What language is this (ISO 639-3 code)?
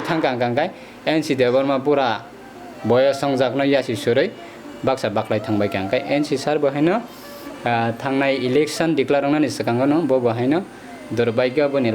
trp